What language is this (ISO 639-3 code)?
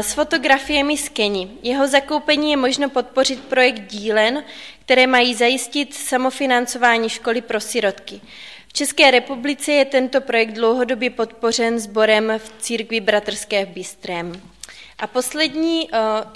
ces